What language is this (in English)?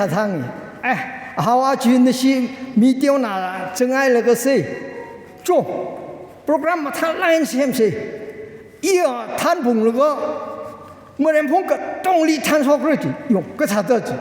Tangkhul Naga (India)